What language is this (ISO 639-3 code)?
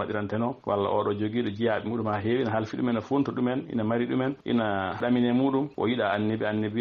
ful